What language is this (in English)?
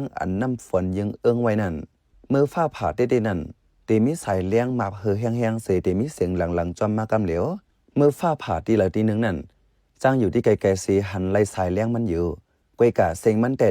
Shan